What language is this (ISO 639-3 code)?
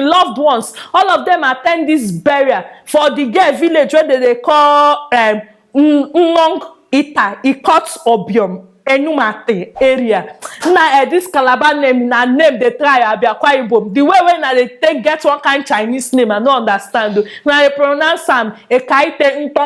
pcm